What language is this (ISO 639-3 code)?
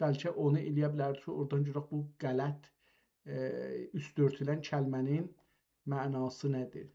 azb